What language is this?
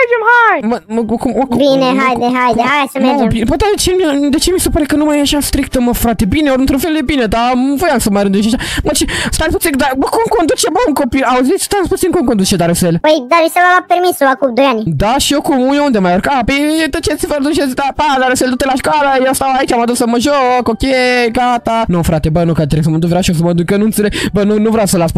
Romanian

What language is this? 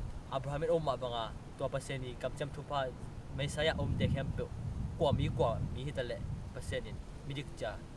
Tedim Chin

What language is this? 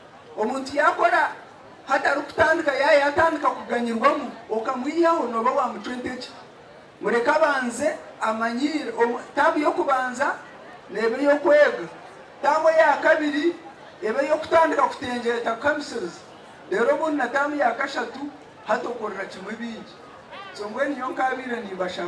Nyankole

